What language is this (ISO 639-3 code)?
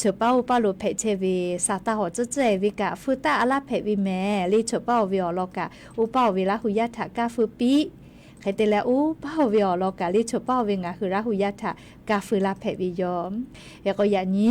lhu